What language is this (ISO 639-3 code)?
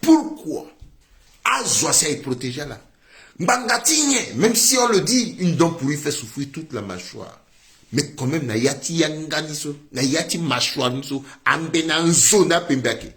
sag